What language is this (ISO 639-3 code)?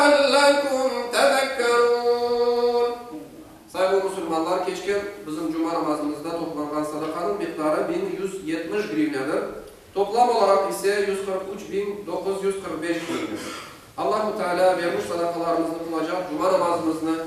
crh